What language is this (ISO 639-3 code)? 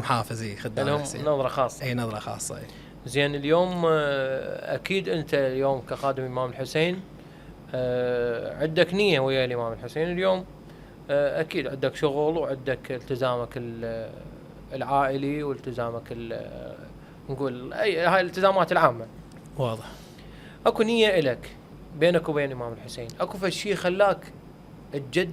acm